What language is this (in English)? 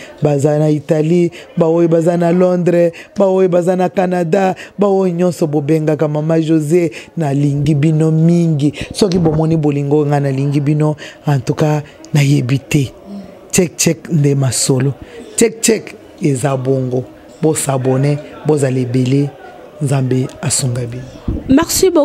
Lingala